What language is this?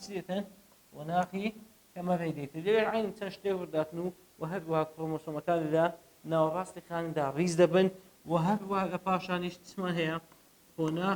Central Kurdish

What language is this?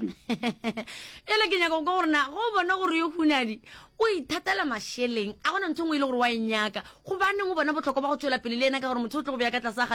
Northern Sotho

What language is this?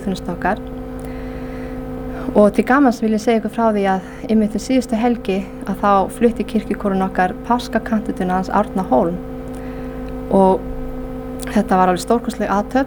Icelandic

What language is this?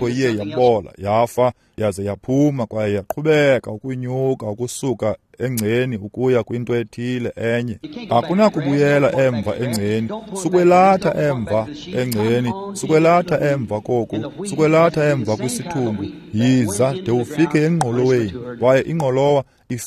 Xhosa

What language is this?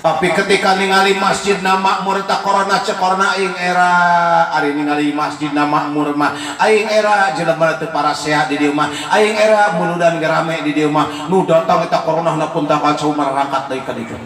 Sundanese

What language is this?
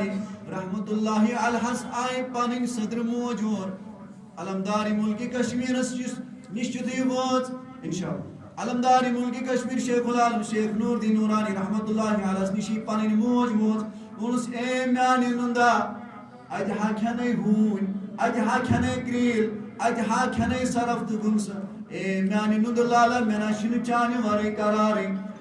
Kashmiri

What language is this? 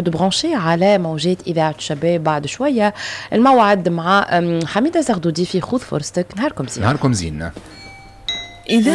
Tunisian Arabic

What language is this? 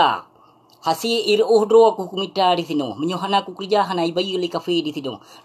Achinese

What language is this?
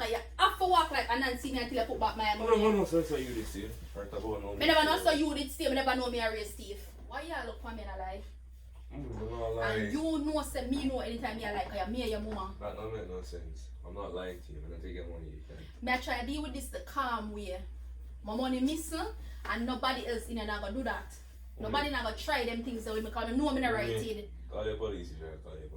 Jamaican Creole English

